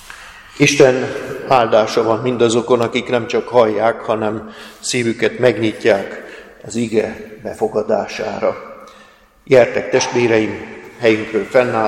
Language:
Hungarian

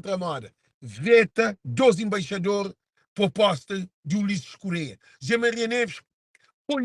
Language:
Kabuverdianu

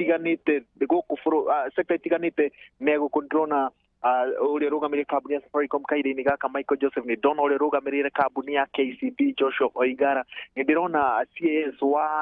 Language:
Kikuyu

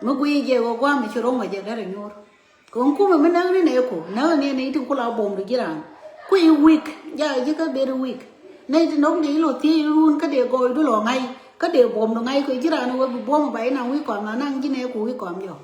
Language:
Nuer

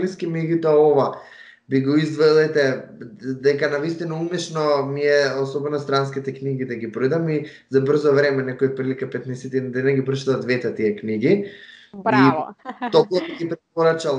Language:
Macedonian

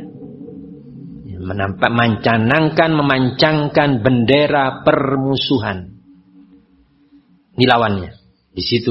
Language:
Indonesian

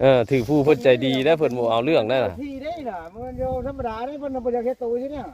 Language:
Northeastern Thai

